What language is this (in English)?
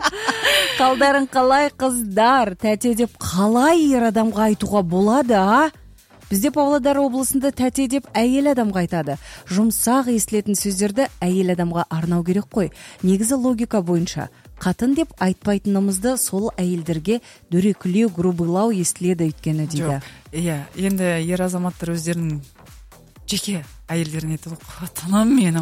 Kazakh